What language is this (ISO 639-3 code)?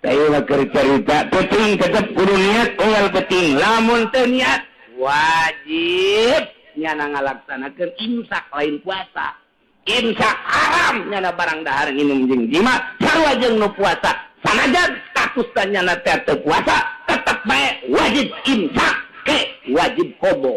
sun